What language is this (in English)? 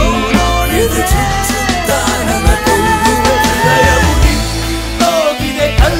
Kannada